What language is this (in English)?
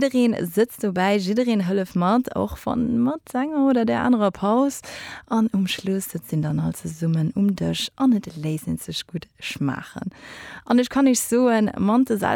Luxembourgish